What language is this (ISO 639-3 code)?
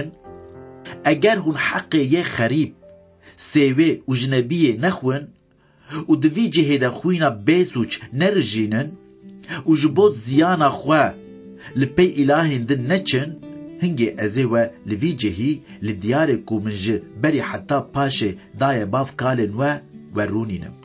kur